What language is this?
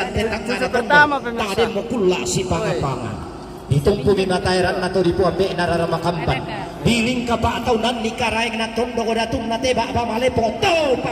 Toraja-Sa'dan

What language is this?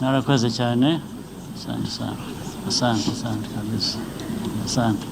Kinyarwanda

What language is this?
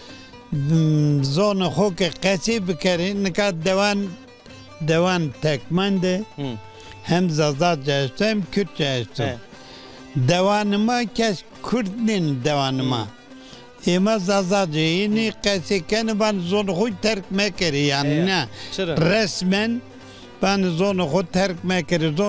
Zaza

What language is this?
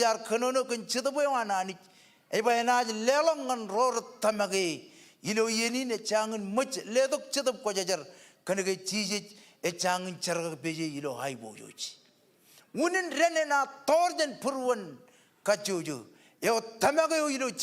Marshallese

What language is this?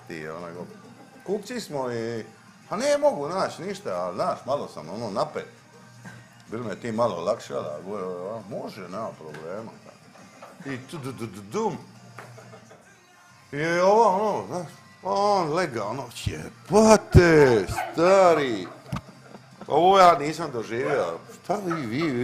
Croatian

